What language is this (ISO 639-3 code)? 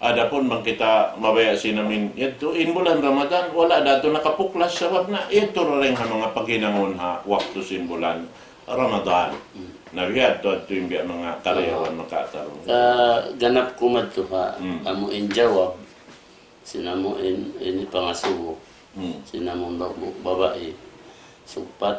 tsg